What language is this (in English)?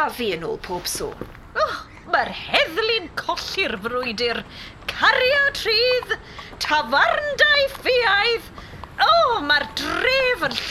Welsh